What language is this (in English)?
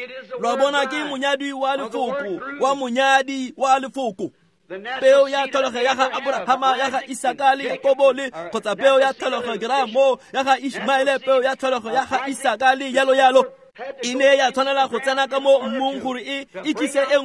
Tswana